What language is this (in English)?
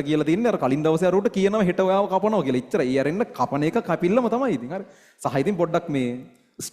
Sinhala